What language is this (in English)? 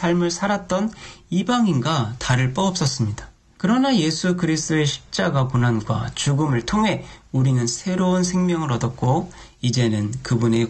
Korean